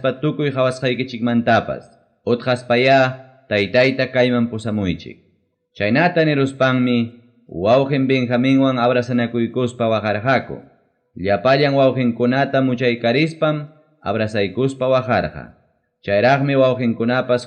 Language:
Ayacucho Quechua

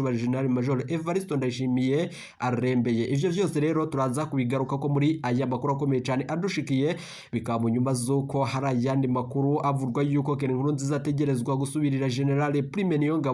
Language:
Rundi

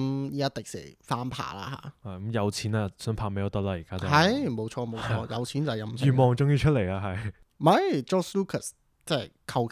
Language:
Cantonese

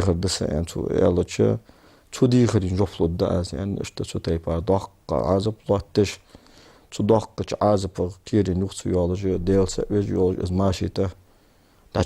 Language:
Ingush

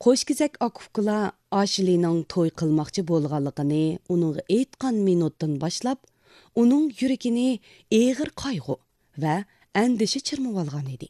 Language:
Uyghur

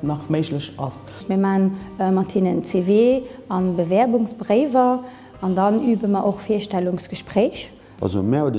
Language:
Luxembourgish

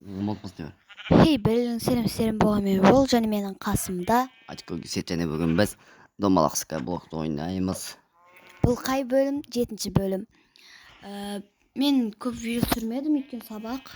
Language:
Kazakh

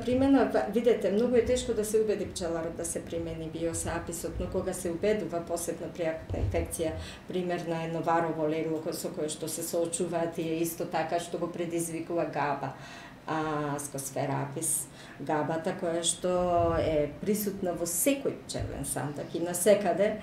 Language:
Macedonian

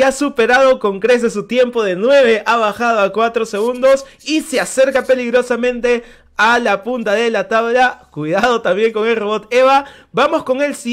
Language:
Spanish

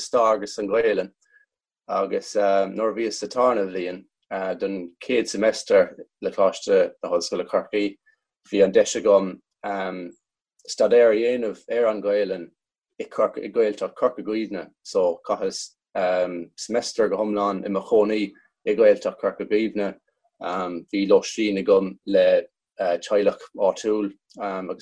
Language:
Irish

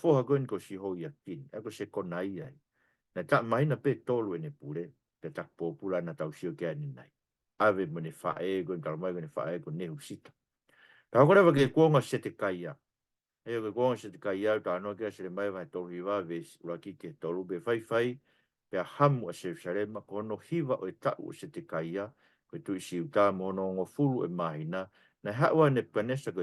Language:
Tongan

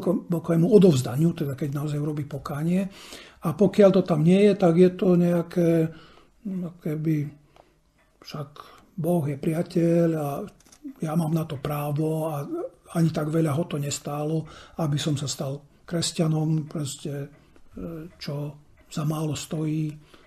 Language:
Slovak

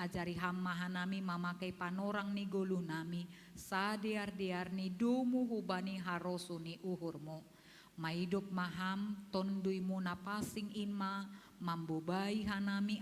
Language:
Batak Simalungun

